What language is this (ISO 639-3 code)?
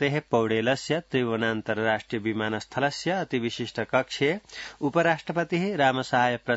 san